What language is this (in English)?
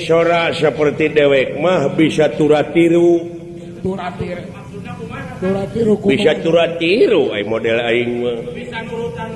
Sundanese